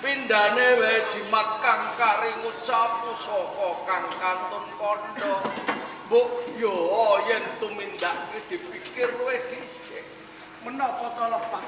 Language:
Javanese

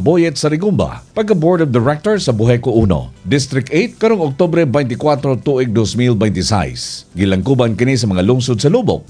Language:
Cebuano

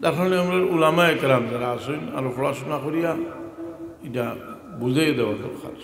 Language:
Sylheti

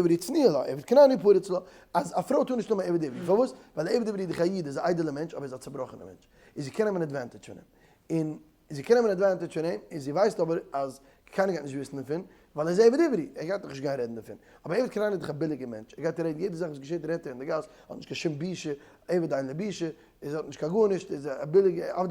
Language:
Yiddish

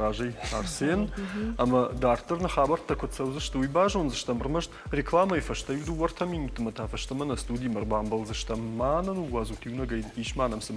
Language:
Ossetic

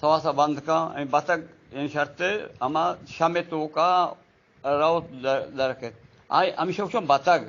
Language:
Eastern Balochi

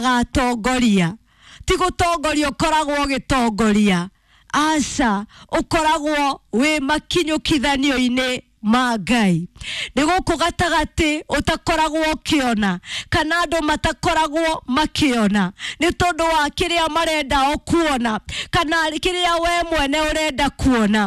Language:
Kikuyu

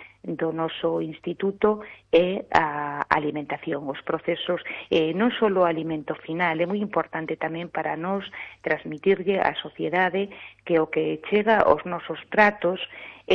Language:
Galician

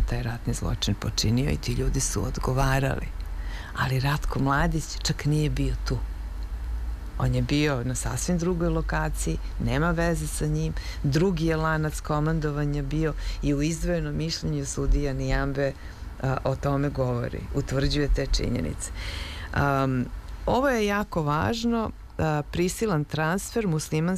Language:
Serbian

